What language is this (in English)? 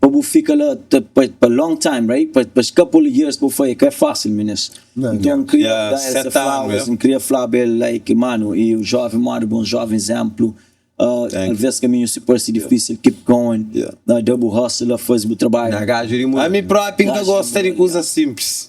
Kabuverdianu